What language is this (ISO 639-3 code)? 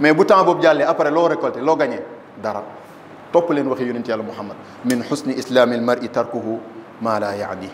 wol